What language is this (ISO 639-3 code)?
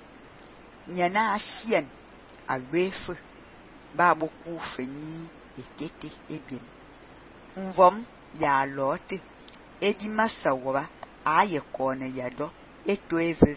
fan